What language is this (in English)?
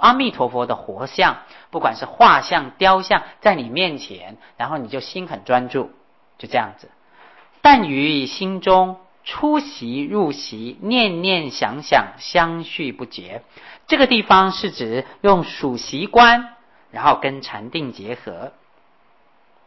Chinese